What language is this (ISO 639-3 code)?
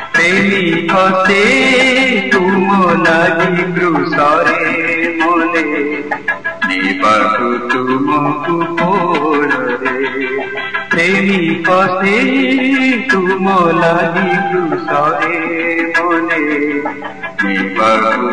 ori